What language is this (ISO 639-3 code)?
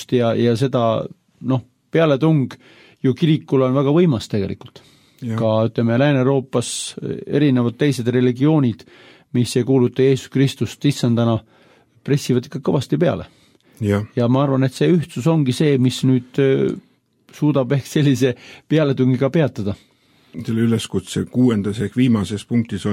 est